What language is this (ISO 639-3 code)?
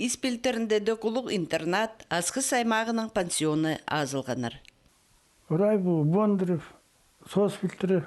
kjh